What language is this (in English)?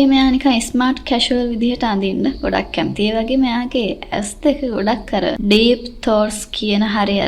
Sinhala